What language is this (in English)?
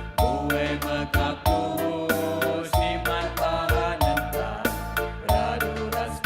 Batak Karo